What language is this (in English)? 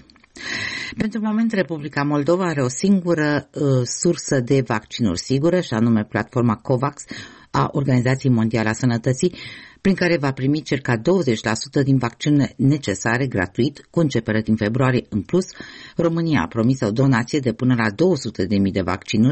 Romanian